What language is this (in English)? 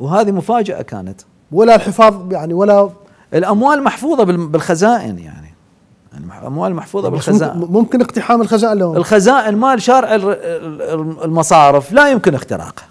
Mesopotamian Arabic